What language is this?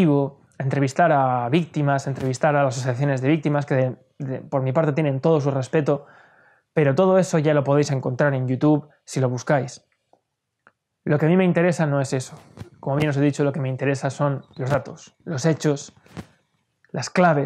Spanish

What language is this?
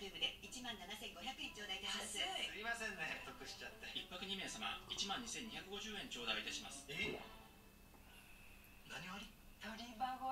Japanese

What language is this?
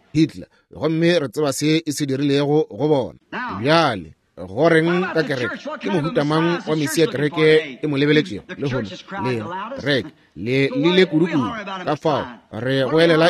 Northern Sotho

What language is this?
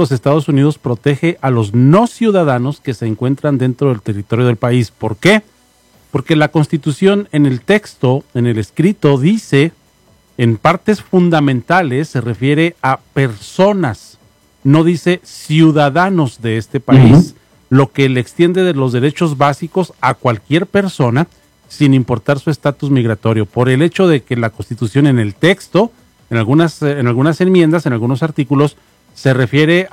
Spanish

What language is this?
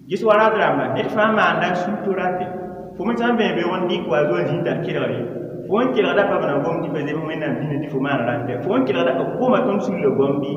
Mossi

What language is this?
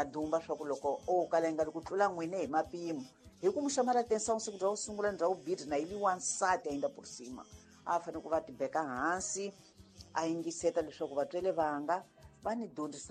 Tsonga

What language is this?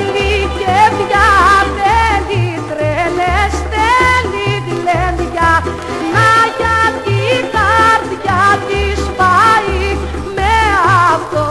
Greek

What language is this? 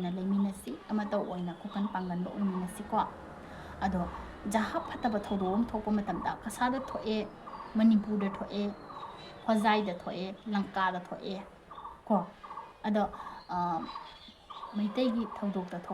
Manipuri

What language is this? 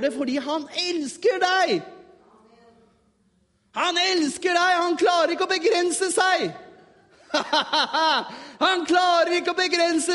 Norwegian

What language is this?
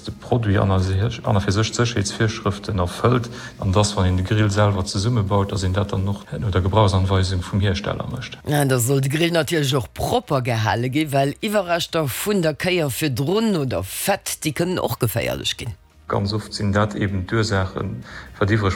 Luxembourgish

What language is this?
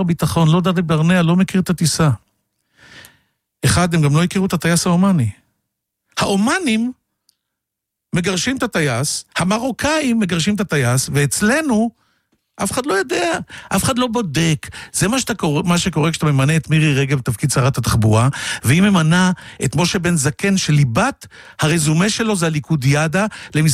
Hebrew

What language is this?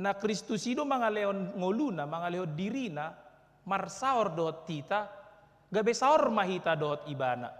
Batak Toba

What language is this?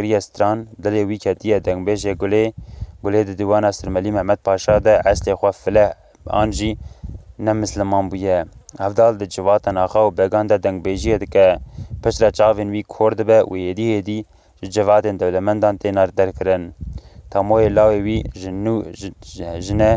Kurdish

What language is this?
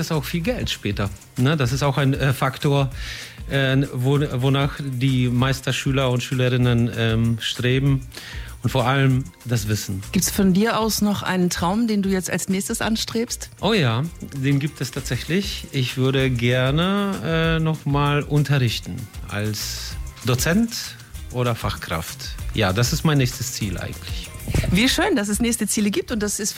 German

